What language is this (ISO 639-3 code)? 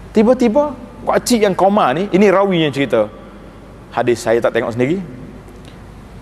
msa